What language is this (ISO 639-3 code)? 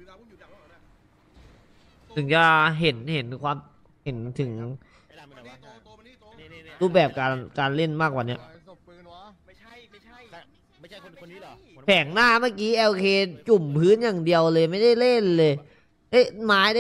tha